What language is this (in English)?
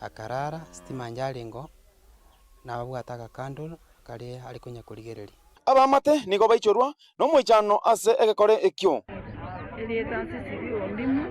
Gusii